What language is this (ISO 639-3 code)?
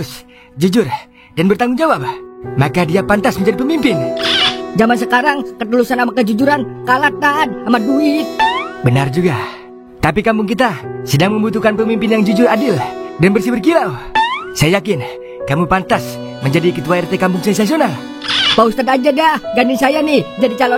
bew